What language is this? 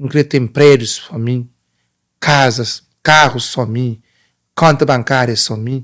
Kabuverdianu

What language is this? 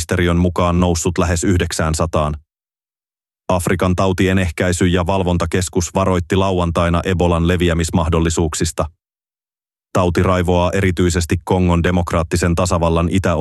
Finnish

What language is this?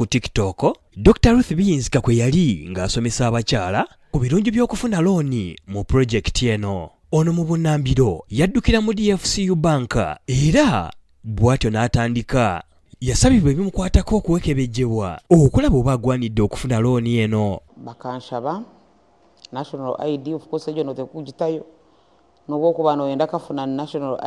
Ganda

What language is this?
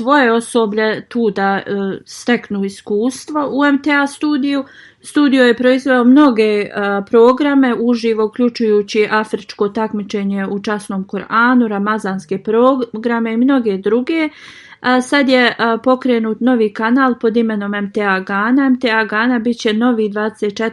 Bosnian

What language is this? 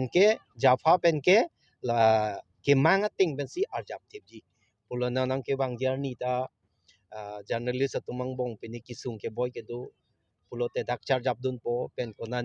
Karbi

